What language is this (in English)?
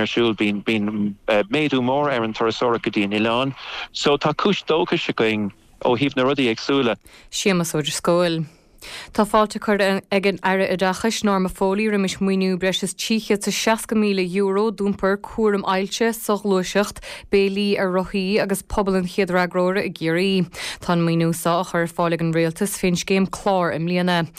Irish